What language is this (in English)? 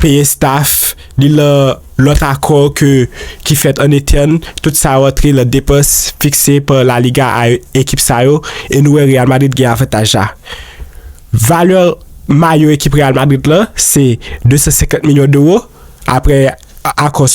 Haitian Creole